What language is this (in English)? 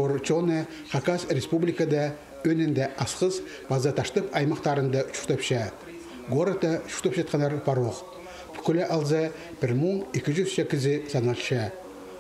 Khakas